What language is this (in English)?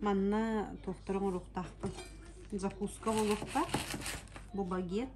Yakut